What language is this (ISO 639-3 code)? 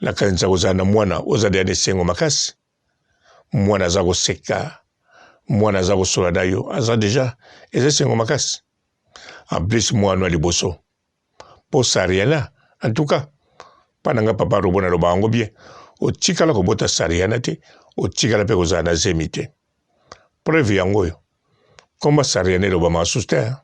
lin